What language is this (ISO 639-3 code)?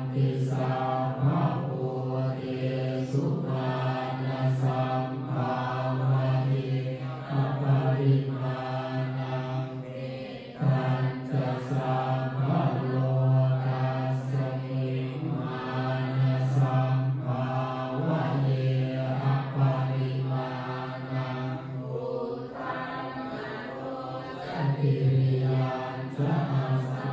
pli